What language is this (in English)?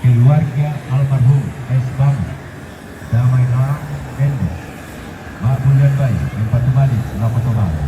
Toraja-Sa'dan